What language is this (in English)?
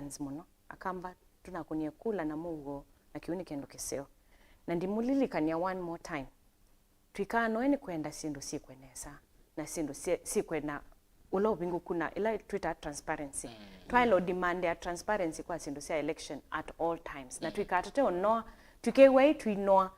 Kamba